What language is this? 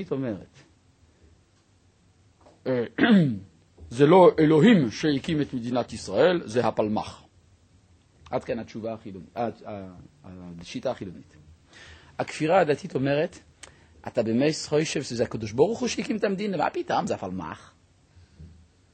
Hebrew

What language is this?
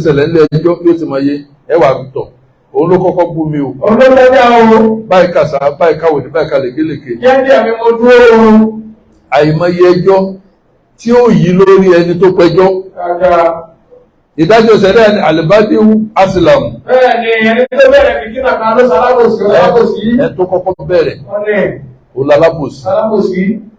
Yoruba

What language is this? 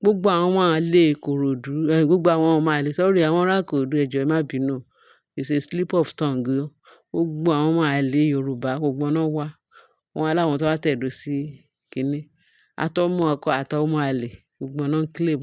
Yoruba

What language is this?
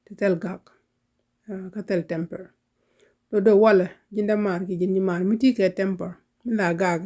Nuer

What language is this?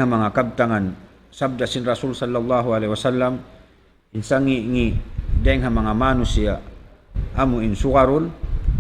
Tausug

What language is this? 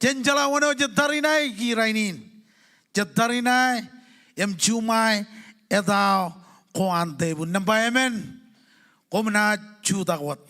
Marshallese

